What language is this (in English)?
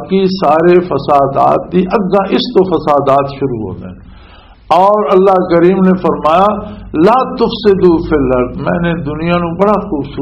Western Panjabi